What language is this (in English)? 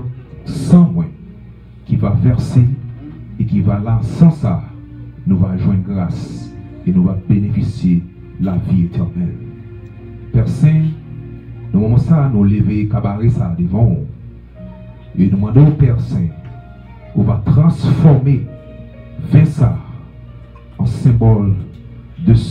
French